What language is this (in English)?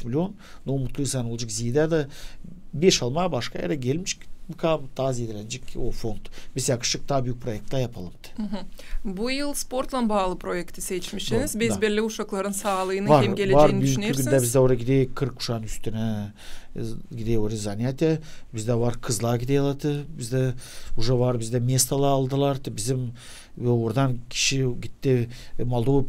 Gagauz